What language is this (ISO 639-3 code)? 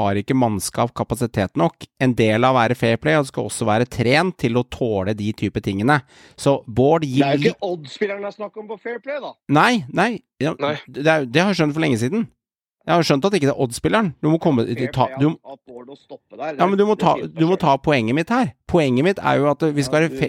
nor